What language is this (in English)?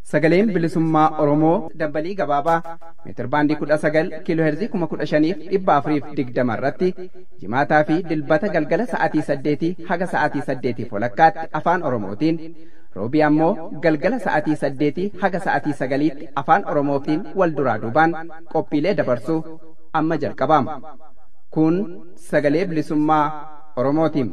Oromo